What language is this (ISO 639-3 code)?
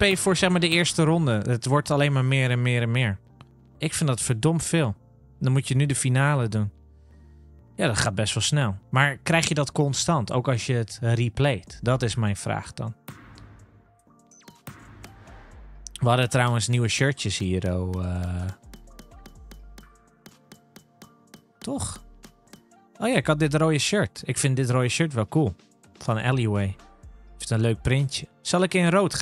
nld